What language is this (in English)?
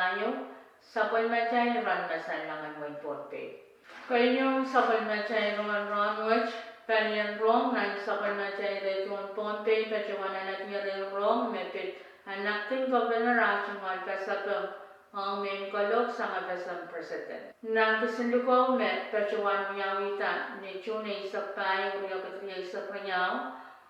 Pohnpeian